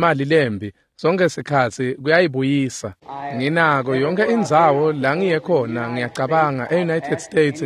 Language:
Swati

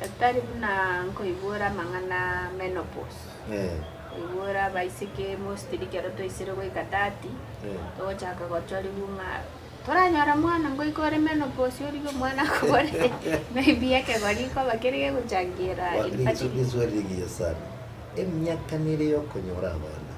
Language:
Gusii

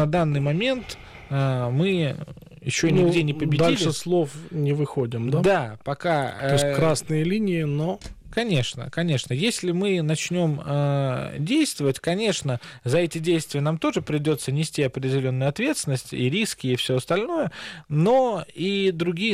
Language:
Russian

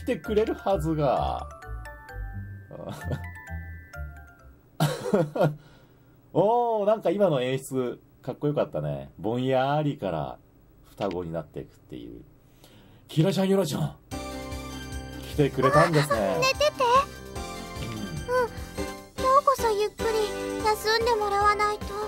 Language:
Japanese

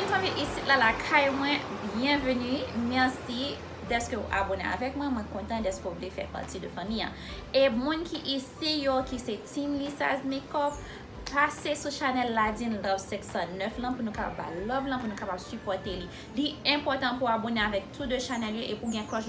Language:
Haitian Creole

